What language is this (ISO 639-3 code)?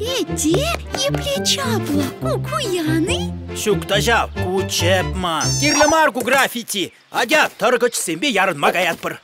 chv